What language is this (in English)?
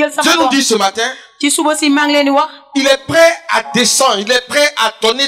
French